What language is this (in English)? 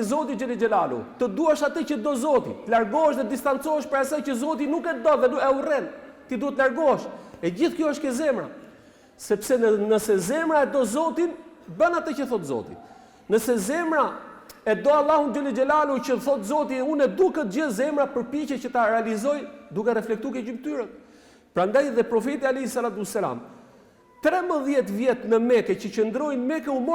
Albanian